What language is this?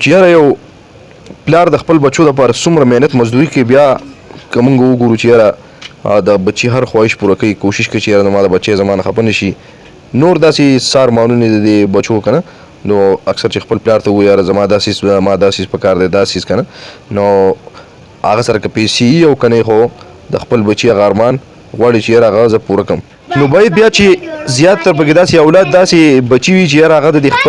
Pashto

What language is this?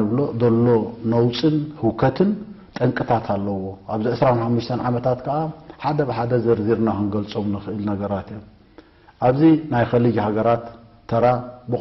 Tigrinya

